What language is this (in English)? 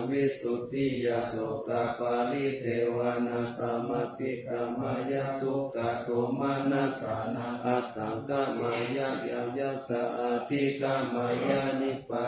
Pali